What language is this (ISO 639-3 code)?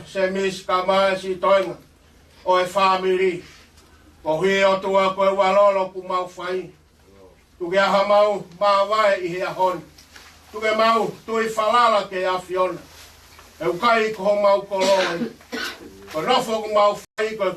ton